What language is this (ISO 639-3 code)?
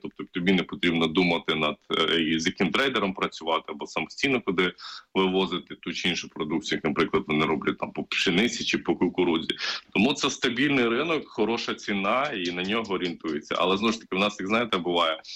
ukr